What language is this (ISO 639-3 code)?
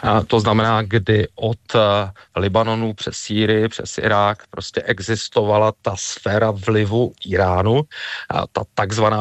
ces